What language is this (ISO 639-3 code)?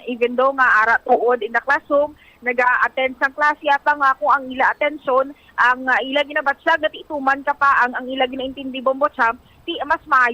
hil